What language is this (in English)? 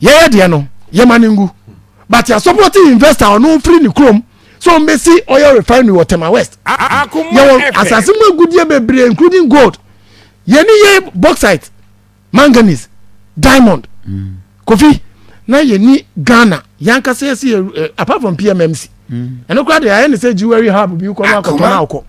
Akan